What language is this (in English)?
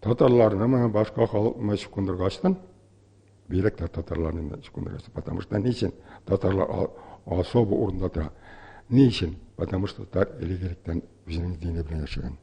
Tatar